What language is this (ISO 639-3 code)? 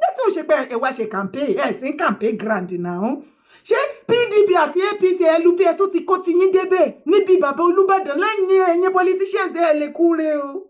yor